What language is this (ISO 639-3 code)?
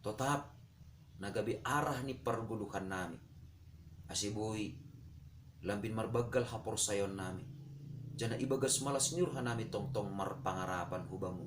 bts